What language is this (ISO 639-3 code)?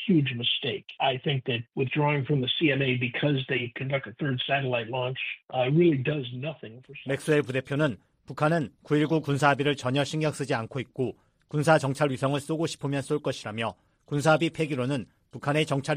kor